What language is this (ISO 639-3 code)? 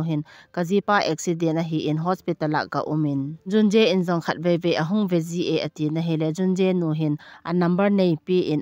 tcz